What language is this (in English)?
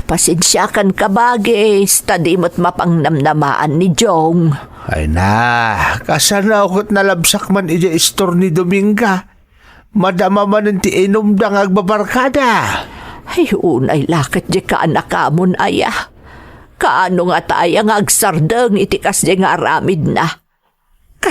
Iloko